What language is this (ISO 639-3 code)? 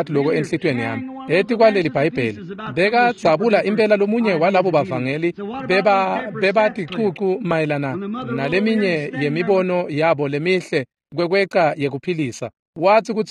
ssw